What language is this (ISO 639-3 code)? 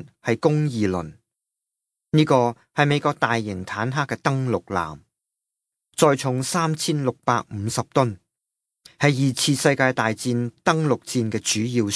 yue